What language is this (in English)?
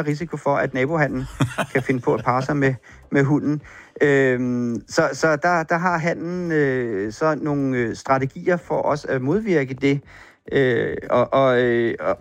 Danish